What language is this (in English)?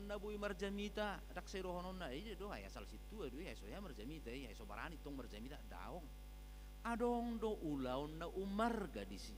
Batak Toba